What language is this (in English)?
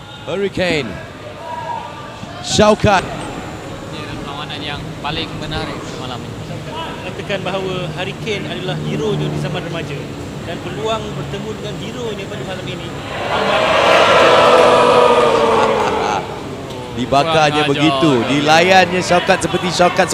Malay